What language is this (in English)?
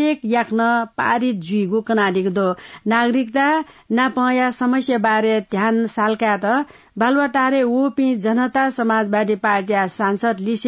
Newari